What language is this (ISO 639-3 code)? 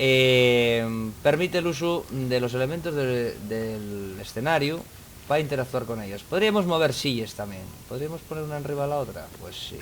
ast